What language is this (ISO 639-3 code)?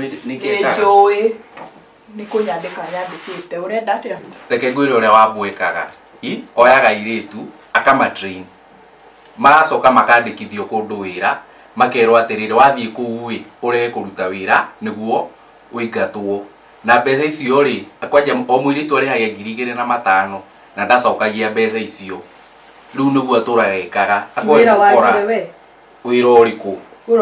kik